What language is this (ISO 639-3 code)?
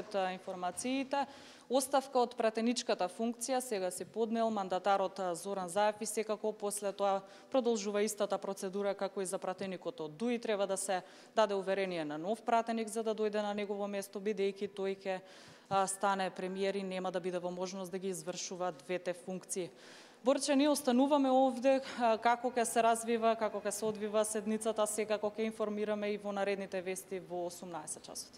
mkd